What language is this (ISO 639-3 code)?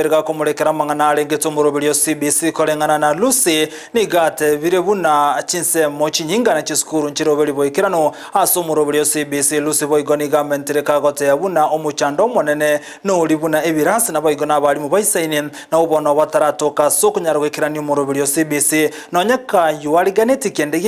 guz